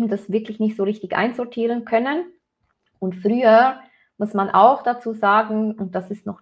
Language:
German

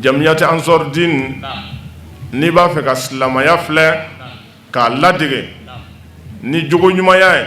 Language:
Bambara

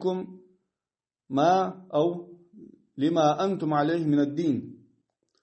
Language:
Ingush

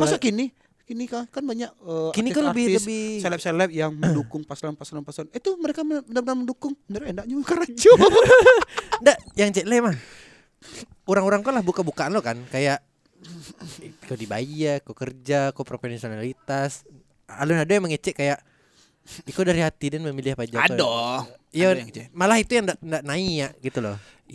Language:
Indonesian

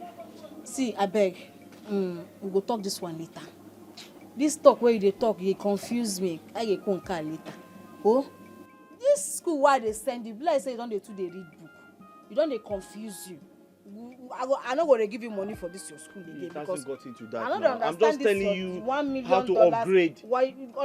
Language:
Nigerian Pidgin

